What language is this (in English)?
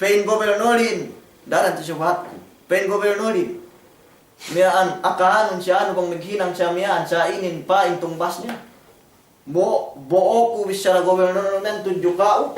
Yakan